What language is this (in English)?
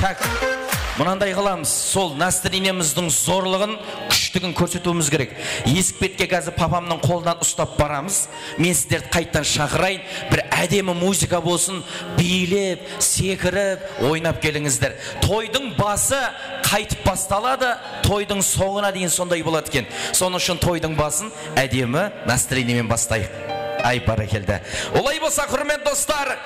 Kara-Kalpak